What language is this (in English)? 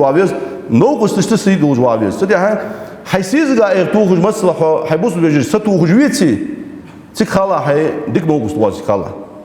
Ingush